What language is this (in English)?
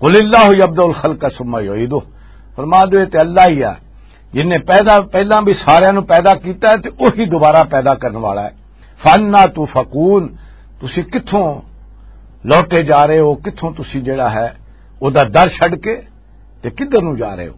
Western Panjabi